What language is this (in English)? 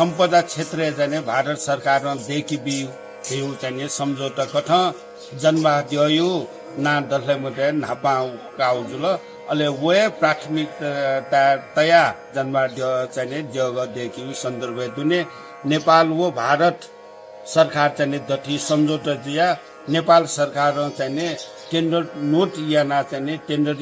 Newari